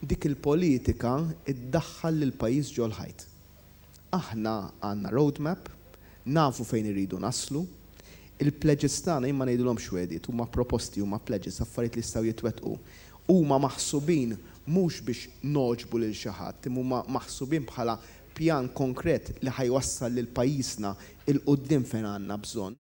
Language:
Maltese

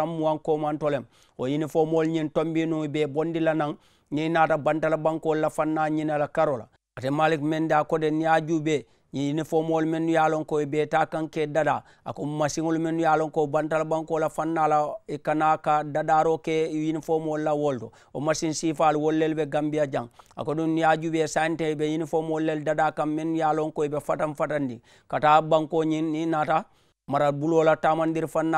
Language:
Mandingo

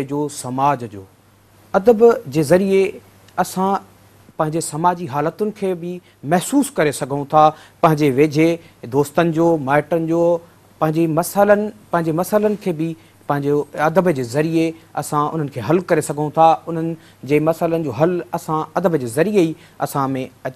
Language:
Sindhi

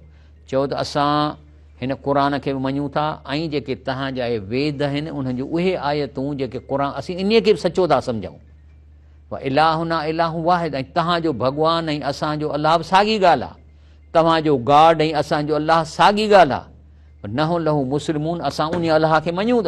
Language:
Sindhi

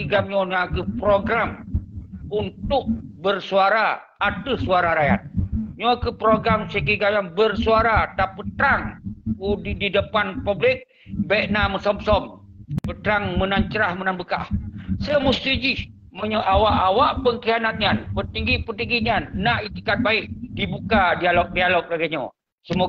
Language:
Achinese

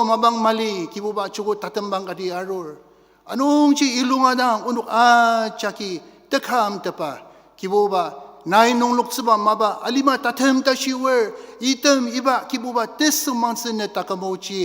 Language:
Ao Naga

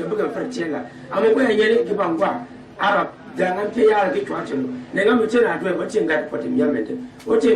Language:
Gourmanchéma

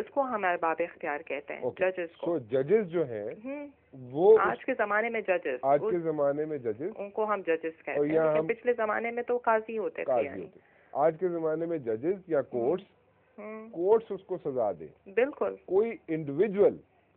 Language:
Urdu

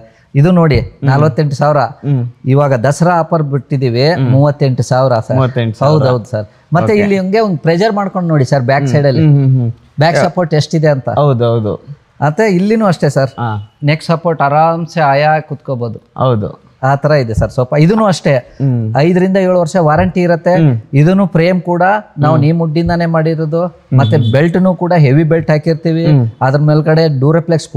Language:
Kannada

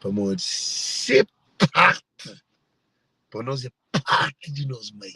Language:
Kabuverdianu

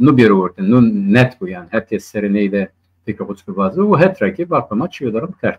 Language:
Zaza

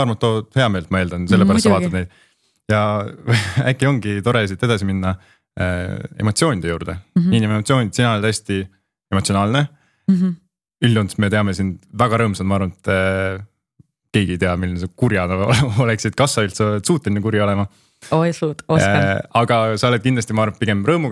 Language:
Estonian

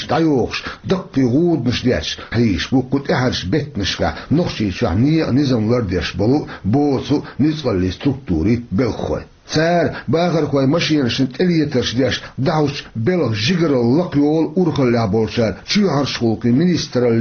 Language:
Chechen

